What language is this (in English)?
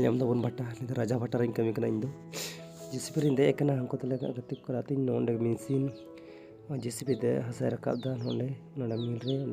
Santali